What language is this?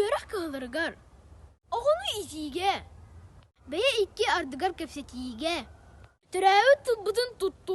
Yakut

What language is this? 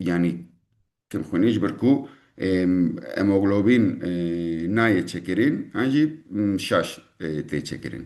Kurdish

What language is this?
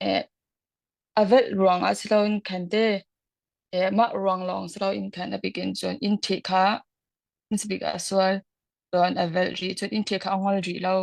Hakha Chin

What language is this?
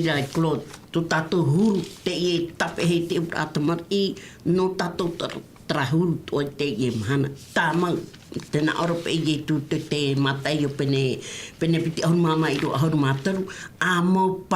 Tahitian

